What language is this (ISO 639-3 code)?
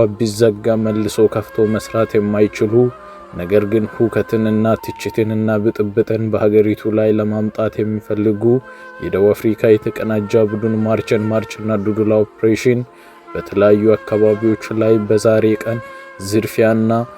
amh